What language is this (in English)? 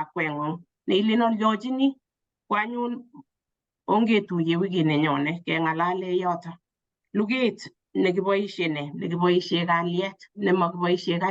Kalenjin